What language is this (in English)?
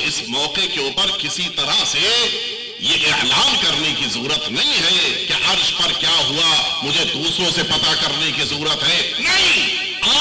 Urdu